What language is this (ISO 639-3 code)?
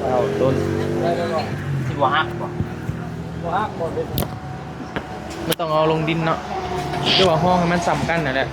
lao